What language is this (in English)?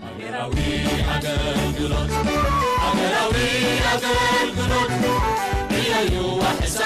Tigrinya